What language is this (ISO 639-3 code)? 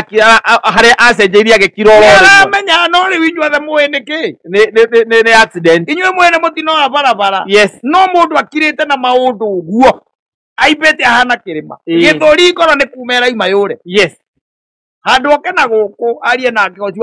kik